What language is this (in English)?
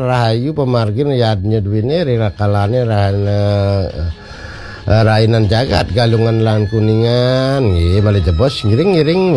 Balinese